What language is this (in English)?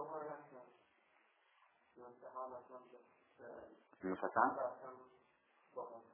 Arabic